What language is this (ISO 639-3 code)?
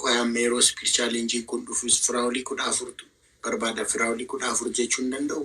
orm